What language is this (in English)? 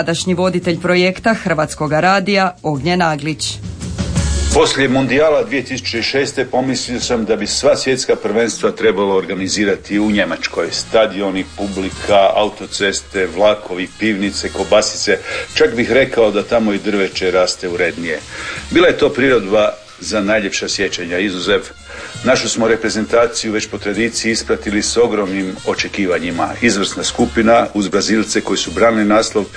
Croatian